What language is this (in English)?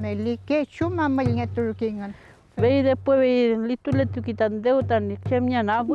Mapuche